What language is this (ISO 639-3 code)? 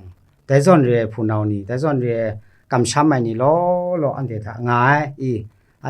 kac